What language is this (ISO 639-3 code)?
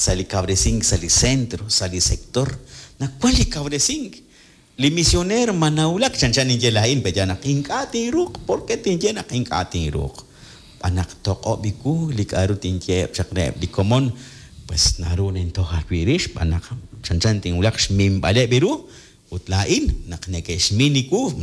kek